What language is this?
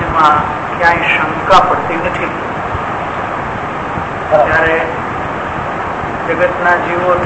Gujarati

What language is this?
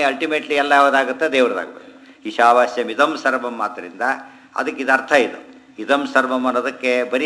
Kannada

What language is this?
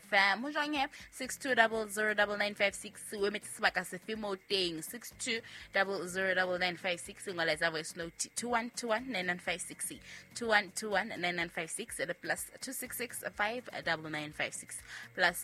Southern Sotho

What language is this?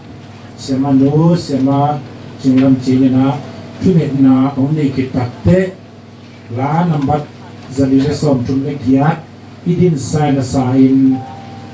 Tedim Chin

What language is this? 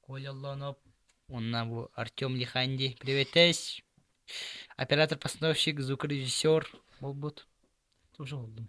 Yakut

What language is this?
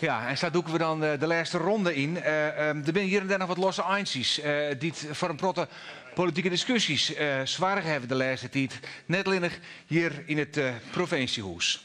Western Frisian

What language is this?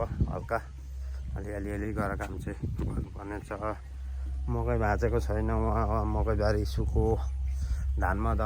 Nepali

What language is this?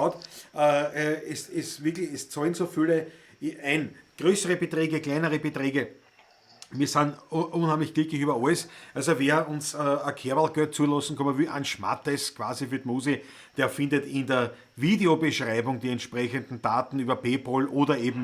Bavarian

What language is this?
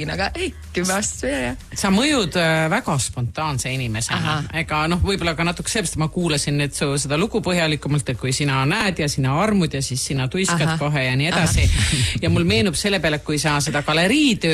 Estonian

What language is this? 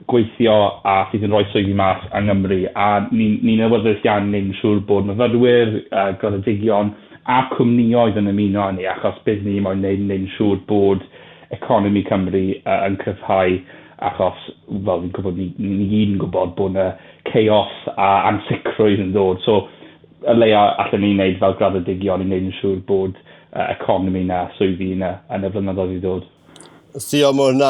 Welsh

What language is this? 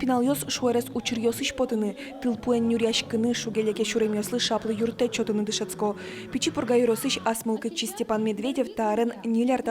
Udmurt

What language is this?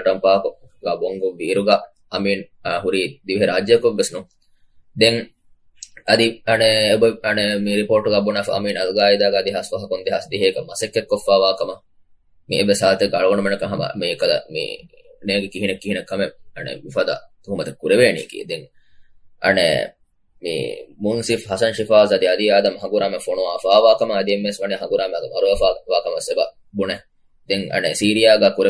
Divehi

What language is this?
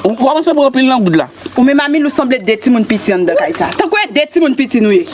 Haitian Creole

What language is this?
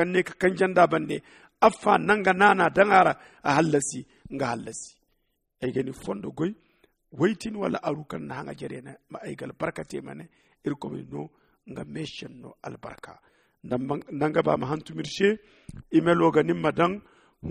Zarma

